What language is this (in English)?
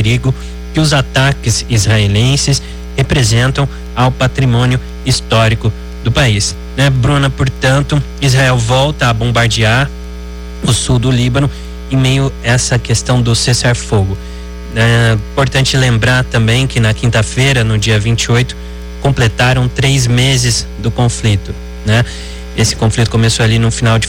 Portuguese